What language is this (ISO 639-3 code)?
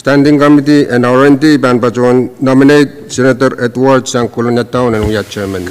pon